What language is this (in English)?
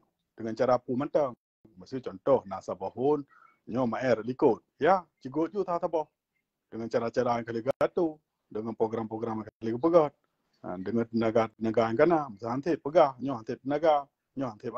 Achinese